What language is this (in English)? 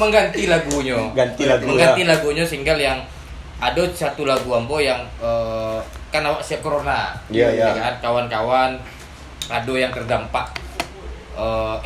Minangkabau